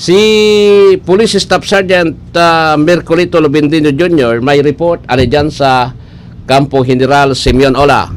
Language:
Bikol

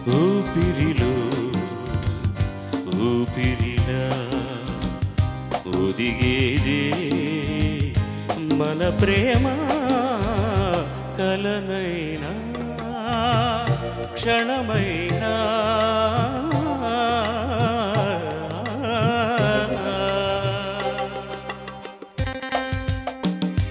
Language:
Telugu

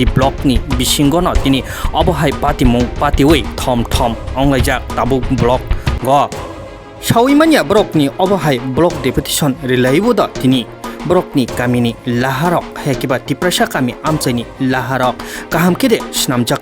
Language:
Kok Borok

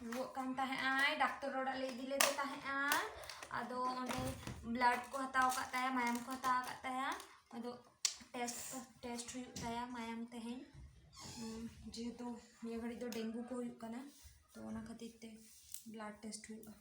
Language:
Santali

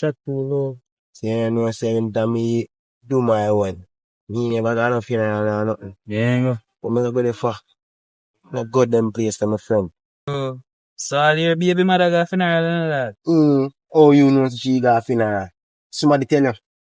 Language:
Jamaican Creole English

